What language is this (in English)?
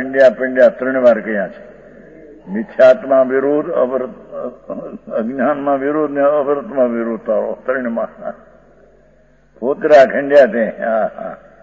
Gujarati